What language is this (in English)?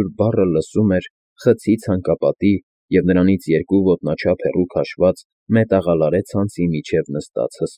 Armenian